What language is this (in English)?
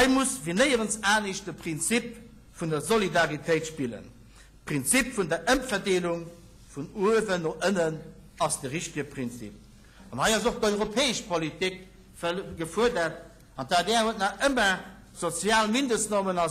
Luxembourgish